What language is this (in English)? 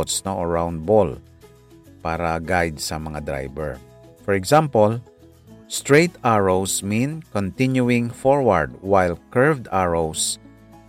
Hiligaynon